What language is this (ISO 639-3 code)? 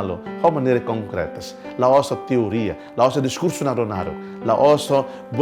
tet